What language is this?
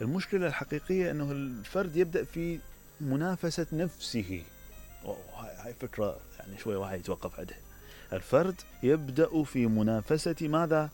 Mesopotamian Arabic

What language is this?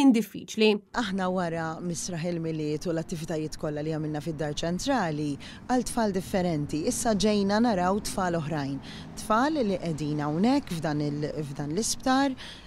Maltese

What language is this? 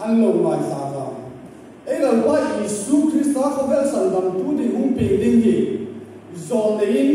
Hmar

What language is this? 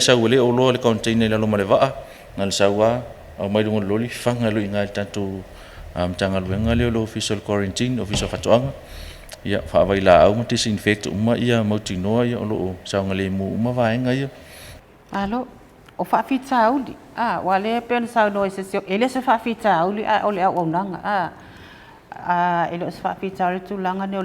Samoan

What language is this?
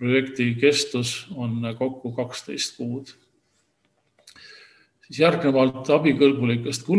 Estonian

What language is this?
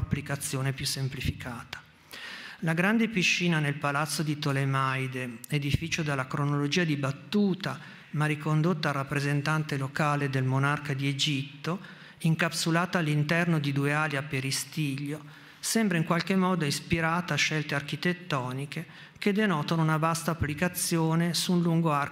Italian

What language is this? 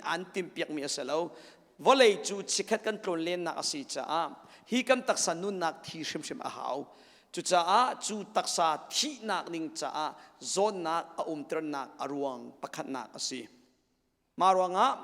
Hakha Chin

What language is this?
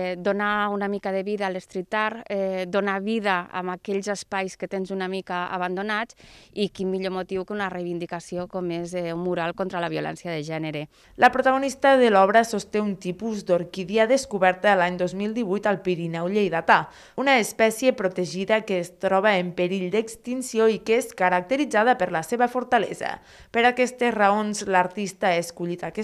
Catalan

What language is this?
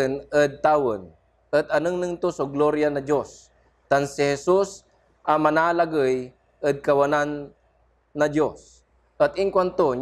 Pangasinan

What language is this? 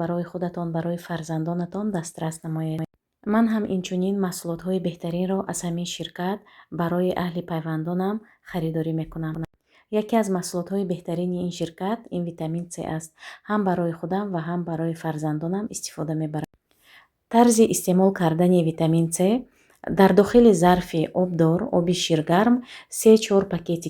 Tajik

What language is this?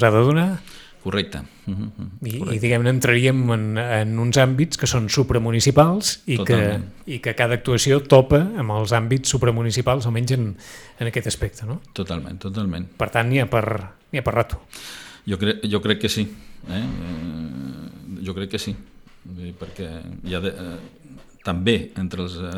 Catalan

